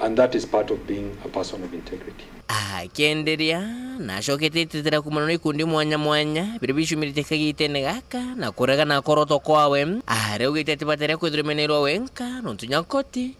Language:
Meru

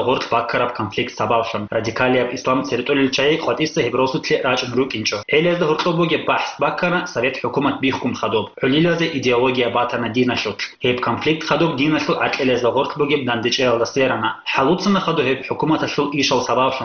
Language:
Avaric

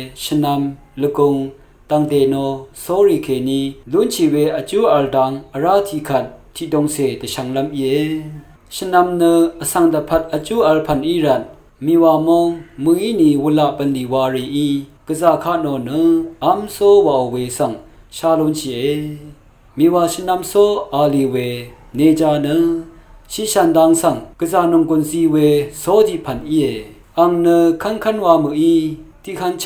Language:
Rawang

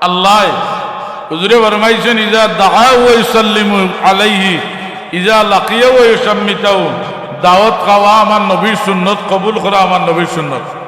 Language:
Sylheti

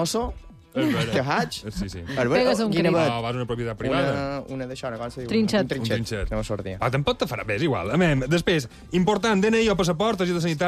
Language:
Catalan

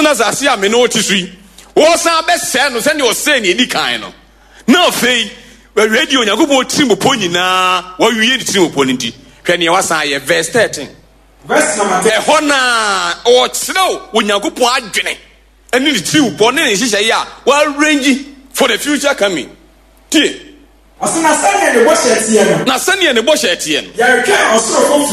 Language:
Akan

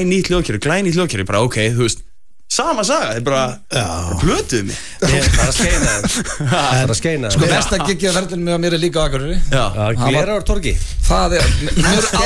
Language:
Icelandic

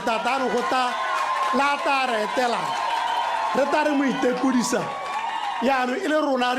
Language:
Tswana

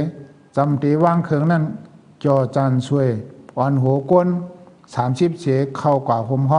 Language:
Shan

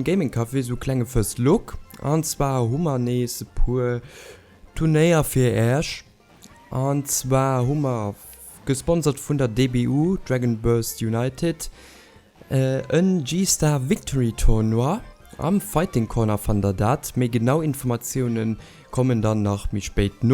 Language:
Luxembourgish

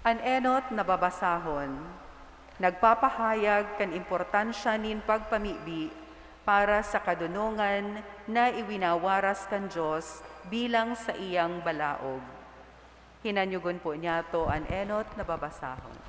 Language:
Bikol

